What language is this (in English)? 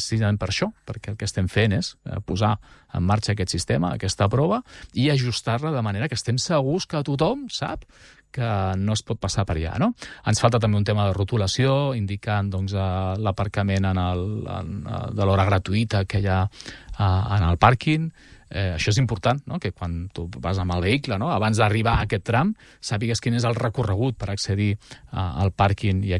Catalan